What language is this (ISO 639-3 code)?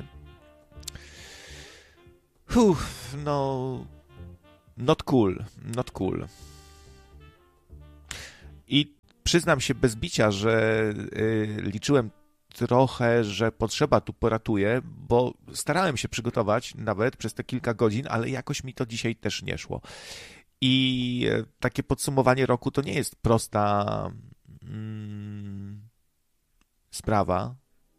pol